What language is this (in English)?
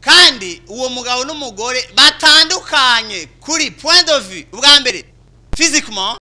Rundi